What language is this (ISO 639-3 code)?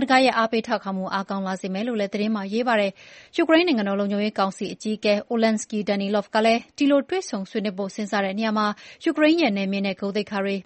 mya